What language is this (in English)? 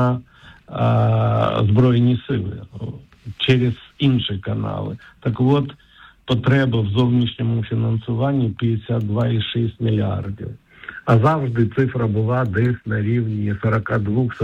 Ukrainian